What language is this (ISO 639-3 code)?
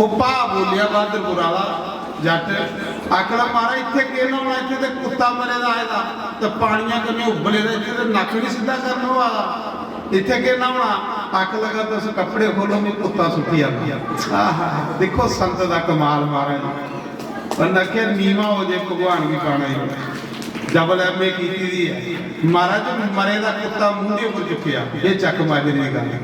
doi